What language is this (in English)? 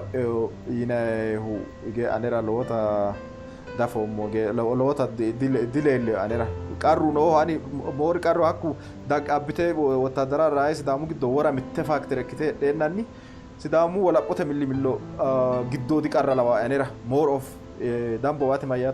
Sidamo